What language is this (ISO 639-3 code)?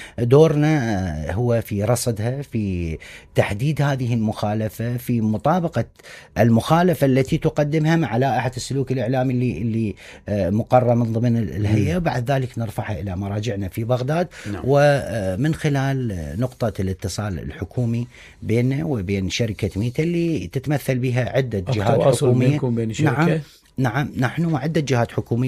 acm